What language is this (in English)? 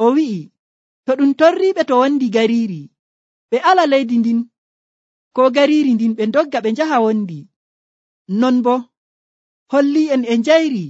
Nigerian Fulfulde